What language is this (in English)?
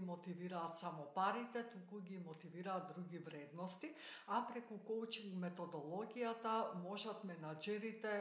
Macedonian